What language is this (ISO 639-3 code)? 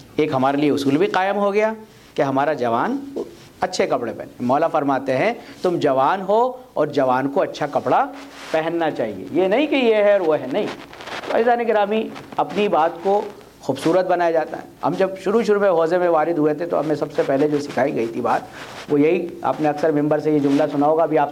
urd